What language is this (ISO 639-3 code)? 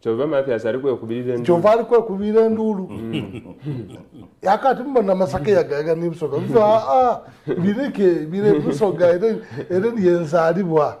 xog